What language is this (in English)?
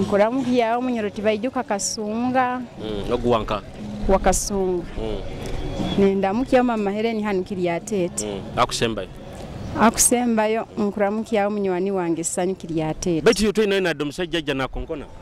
Nyoro